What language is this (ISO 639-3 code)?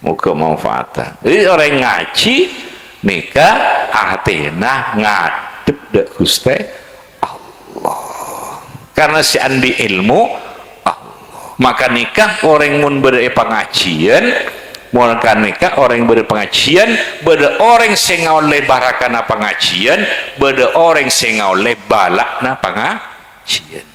mad